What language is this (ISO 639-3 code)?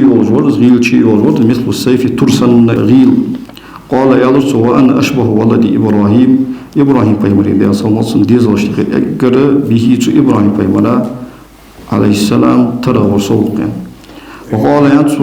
inh